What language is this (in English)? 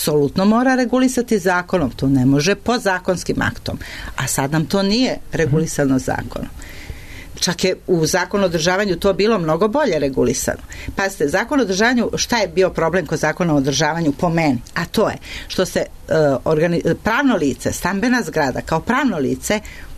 Serbian